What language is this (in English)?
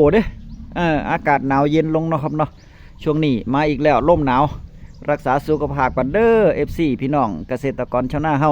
Northeastern Thai